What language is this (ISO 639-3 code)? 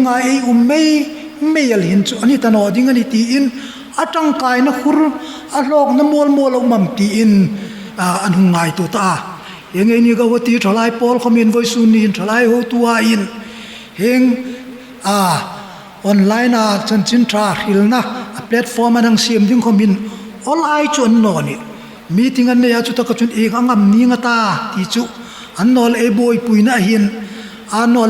hmr